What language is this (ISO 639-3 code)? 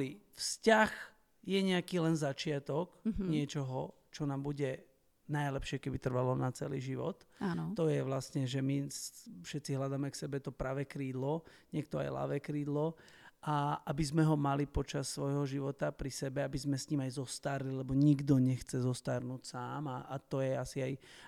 slk